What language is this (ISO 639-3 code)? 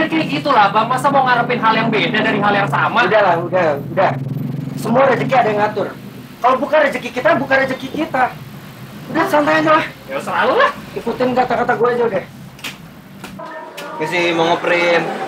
ind